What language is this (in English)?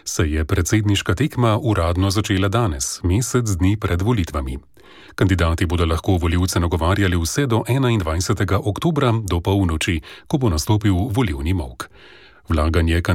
Slovenian